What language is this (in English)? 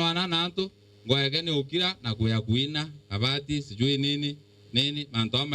Meru